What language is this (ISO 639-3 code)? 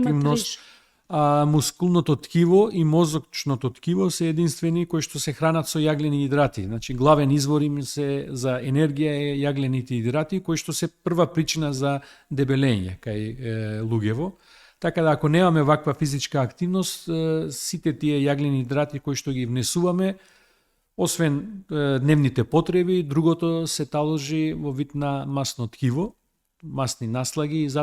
mkd